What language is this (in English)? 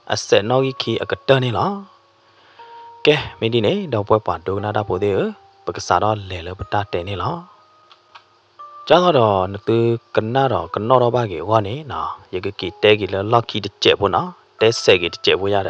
S'gaw Karen